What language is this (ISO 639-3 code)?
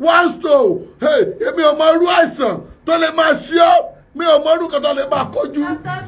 yor